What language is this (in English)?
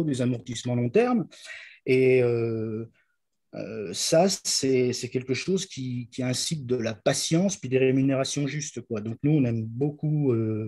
French